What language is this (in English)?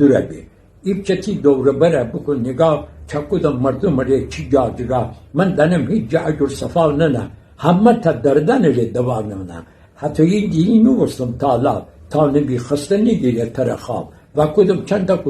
Gilaki